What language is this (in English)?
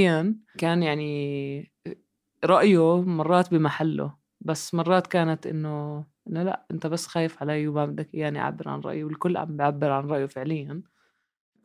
North Levantine Arabic